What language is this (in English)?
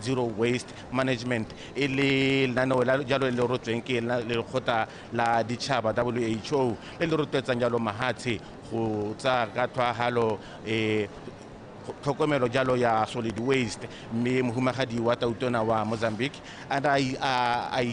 Tswana